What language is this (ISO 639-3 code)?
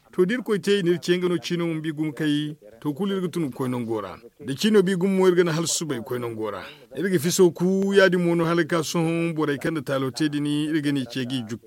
dje